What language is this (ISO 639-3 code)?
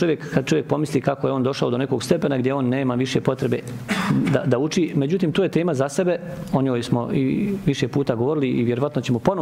bos